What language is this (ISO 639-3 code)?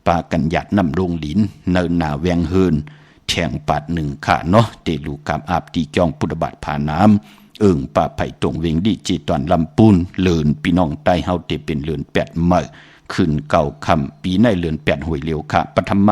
shn